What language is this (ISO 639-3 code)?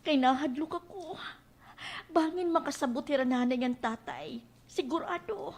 war